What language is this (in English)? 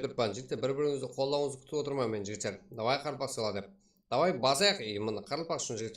Kara-Kalpak